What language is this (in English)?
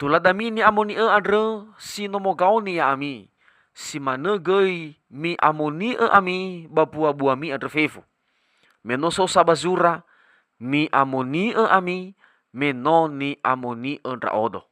Nias